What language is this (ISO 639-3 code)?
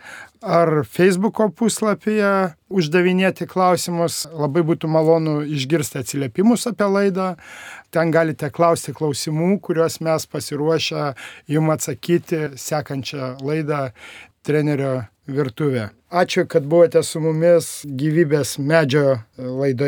lit